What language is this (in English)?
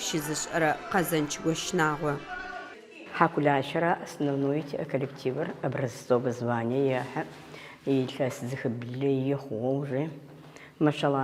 Adyghe